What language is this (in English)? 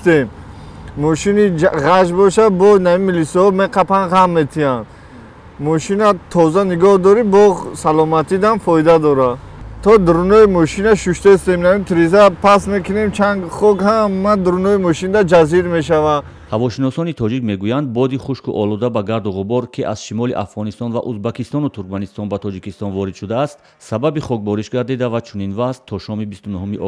Tajik